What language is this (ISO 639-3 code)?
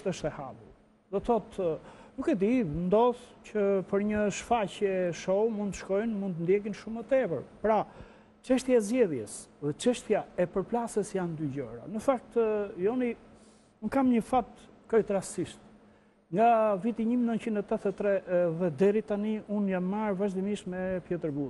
sqi